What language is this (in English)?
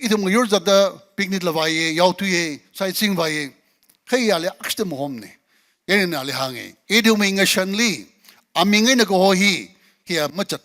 Tangkhul Naga (India)